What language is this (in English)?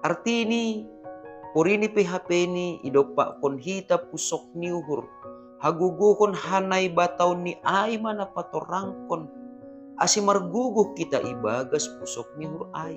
Batak Simalungun